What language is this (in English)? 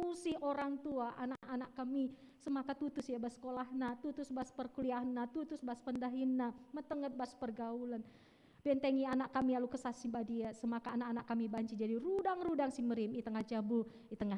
Batak Karo